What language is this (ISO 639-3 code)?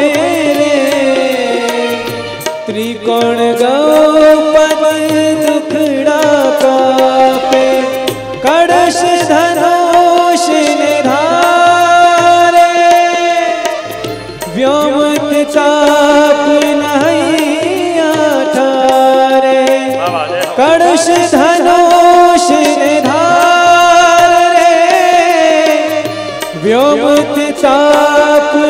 guj